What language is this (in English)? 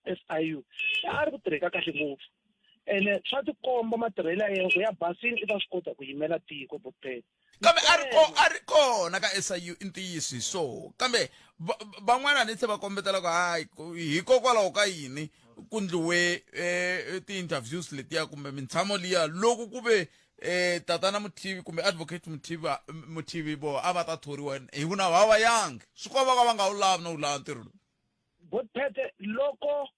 Tsonga